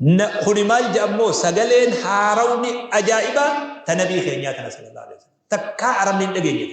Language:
Oromo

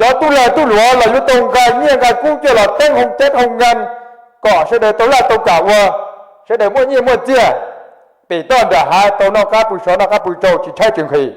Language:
Hmong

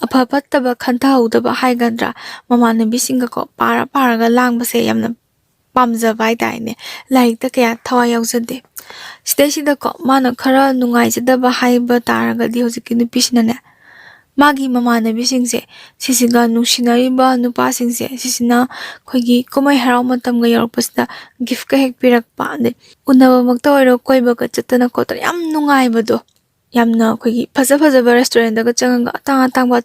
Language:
Manipuri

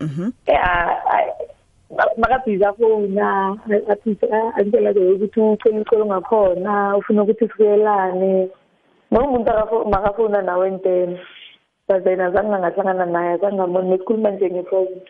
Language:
South Ndebele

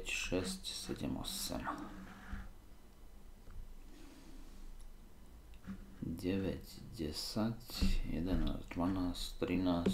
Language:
Slovak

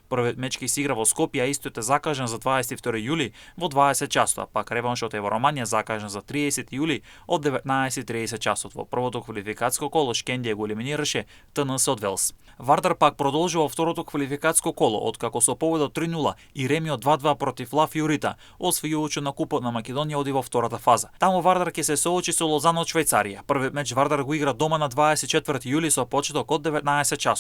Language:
Macedonian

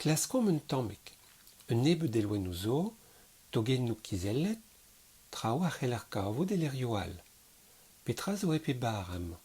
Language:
Breton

